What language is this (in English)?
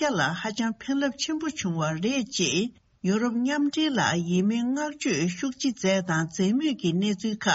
Tibetan